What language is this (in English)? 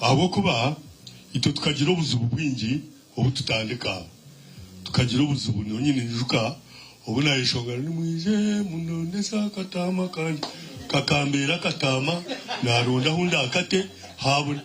Nyankole